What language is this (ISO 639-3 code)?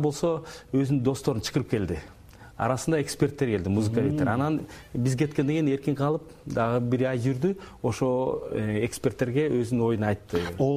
kir